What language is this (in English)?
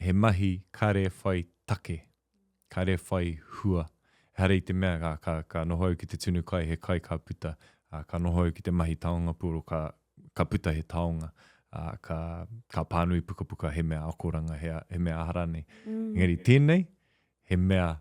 Māori